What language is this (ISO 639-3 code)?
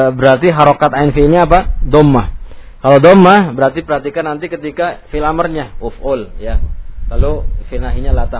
ind